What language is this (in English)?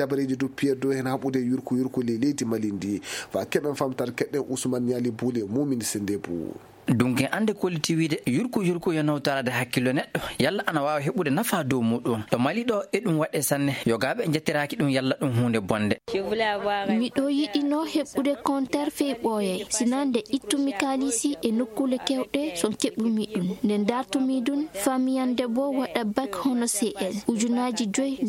Maasina Fulfulde